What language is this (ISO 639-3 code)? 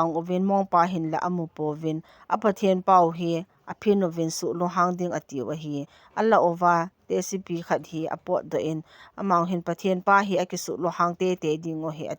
tcz